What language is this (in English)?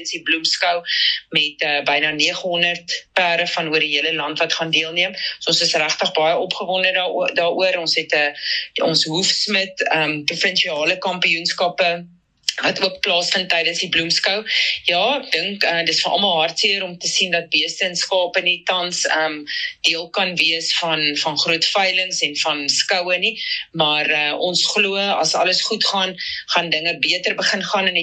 Afrikaans